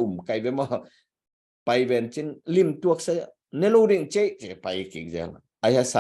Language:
Tedim Chin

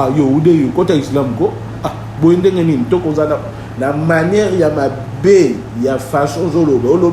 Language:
Lingala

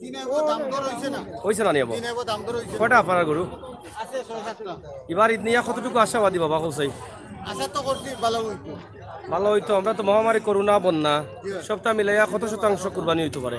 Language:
Sylheti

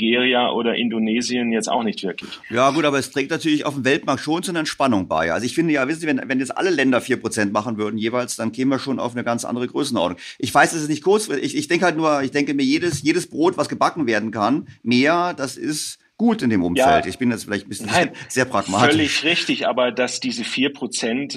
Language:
German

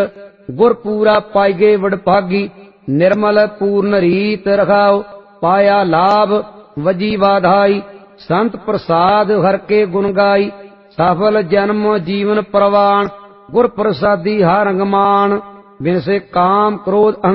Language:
Punjabi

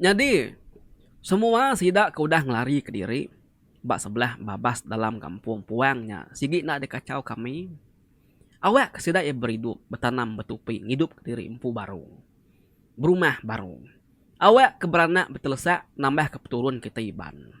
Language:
Iban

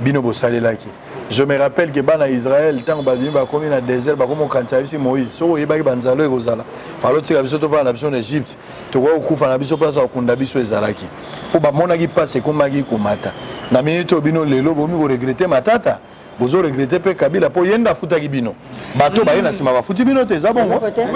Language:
Lingala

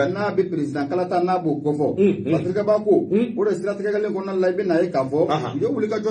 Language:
Bambara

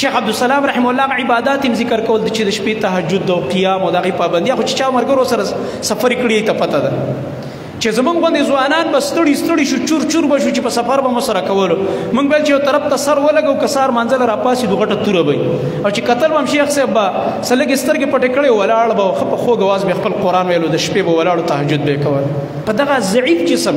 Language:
Pashto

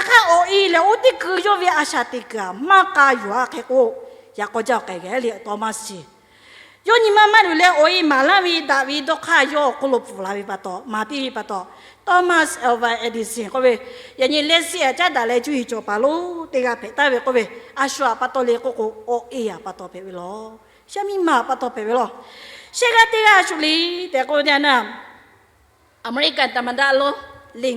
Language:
Lahu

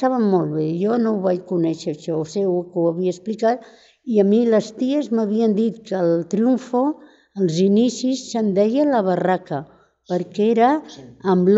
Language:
Catalan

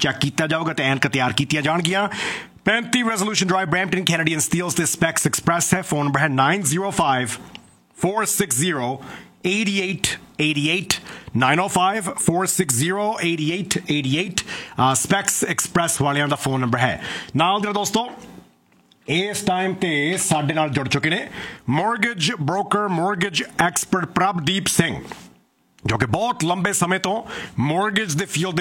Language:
Punjabi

